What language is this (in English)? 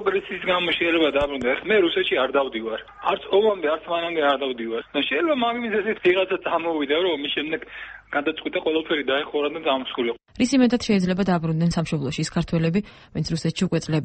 Georgian